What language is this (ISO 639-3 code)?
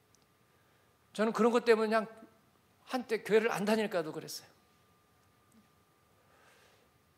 kor